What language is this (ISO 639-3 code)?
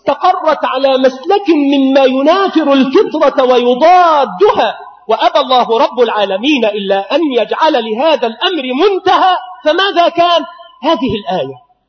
ara